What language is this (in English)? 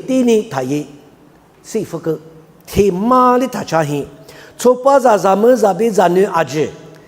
Lisu